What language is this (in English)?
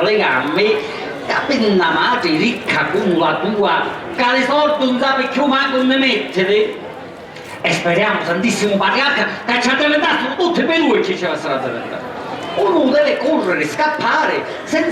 Sicilian